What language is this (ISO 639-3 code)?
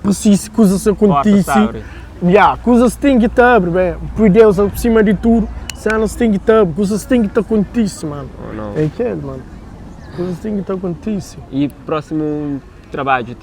kea